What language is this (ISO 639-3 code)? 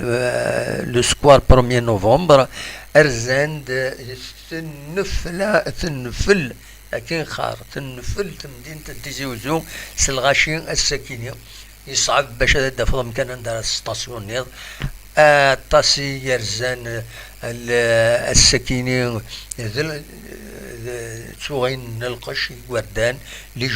kab